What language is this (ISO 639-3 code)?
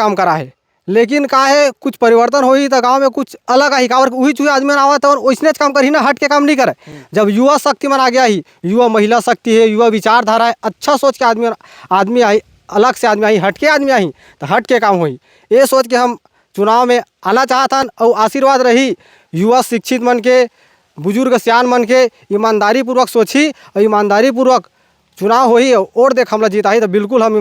hne